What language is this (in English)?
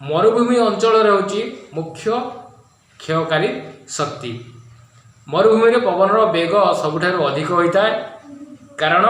Odia